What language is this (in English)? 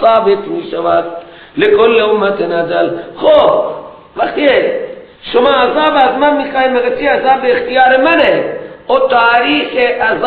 Persian